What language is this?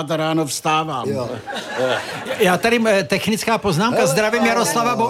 Czech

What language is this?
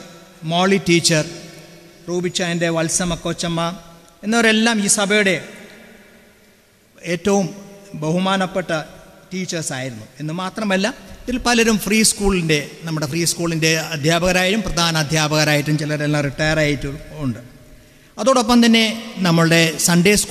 Malayalam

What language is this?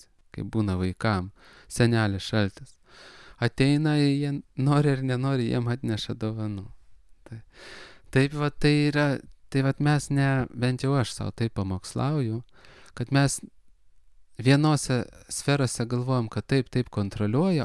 Lithuanian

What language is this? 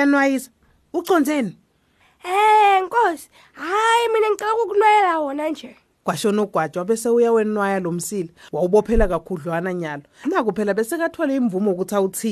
Swati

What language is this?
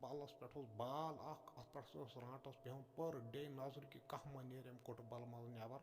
Kashmiri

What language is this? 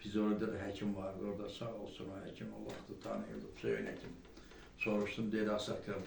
Azerbaijani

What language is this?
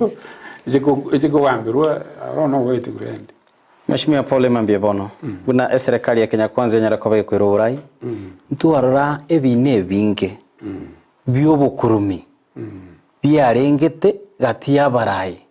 Gusii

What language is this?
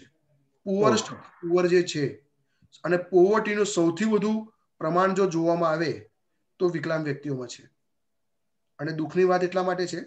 Gujarati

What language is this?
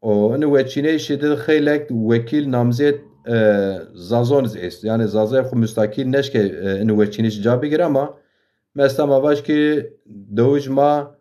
Zaza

